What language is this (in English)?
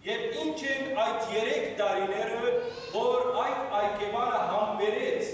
Western Armenian